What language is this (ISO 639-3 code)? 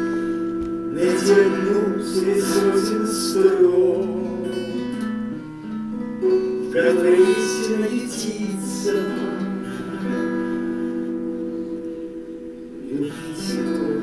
rus